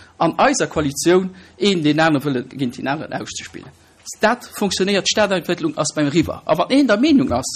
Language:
Luxembourgish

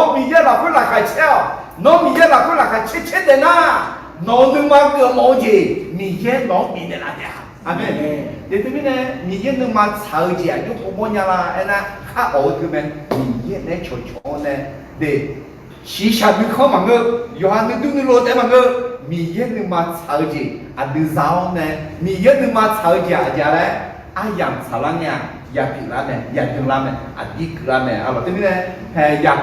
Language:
Akha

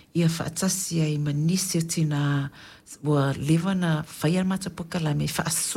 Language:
Samoan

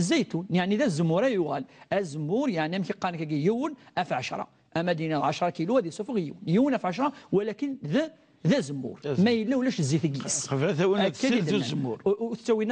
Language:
Kabyle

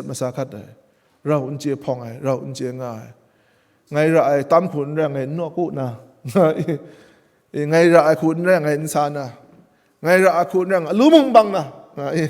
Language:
Kachin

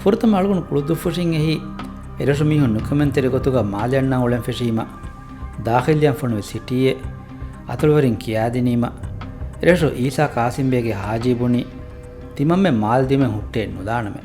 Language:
Divehi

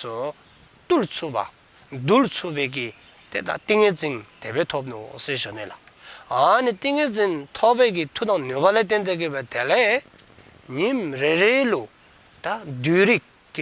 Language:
Dzongkha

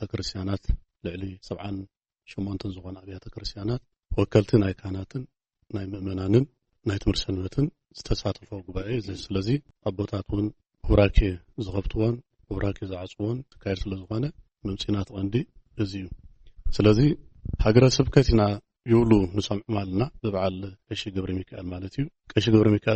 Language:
Tigrinya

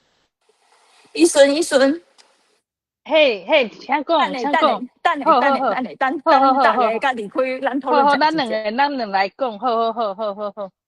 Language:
Min Nan Chinese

